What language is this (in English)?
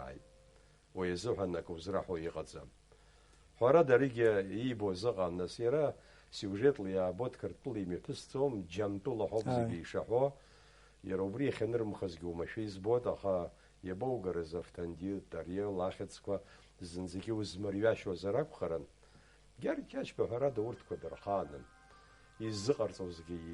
Abkhazian